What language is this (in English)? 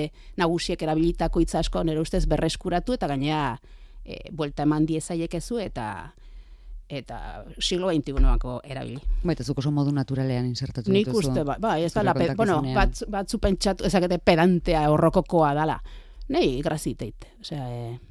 Basque